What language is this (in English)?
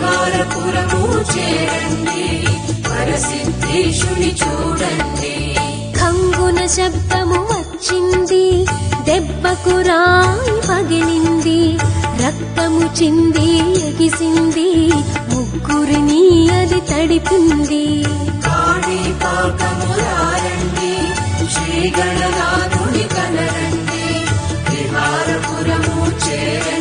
Telugu